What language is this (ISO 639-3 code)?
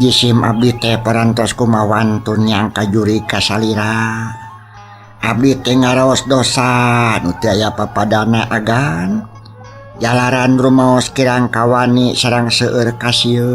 sun